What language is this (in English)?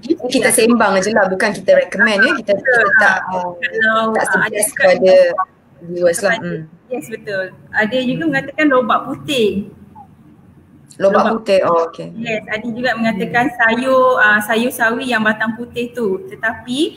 Malay